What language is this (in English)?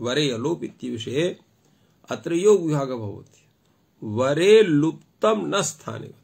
Sanskrit